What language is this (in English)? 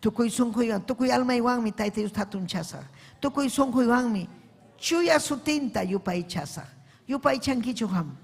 Ayacucho Quechua